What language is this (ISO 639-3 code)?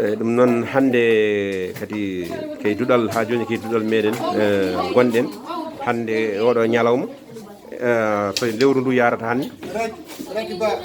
ful